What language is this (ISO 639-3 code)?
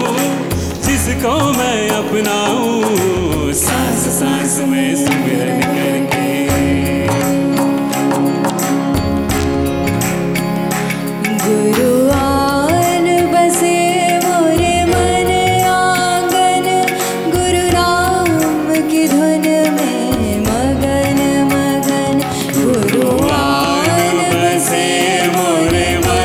hin